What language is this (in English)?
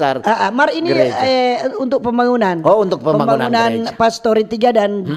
Manado Malay